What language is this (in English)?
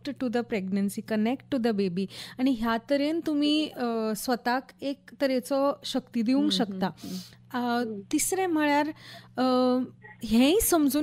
Konkani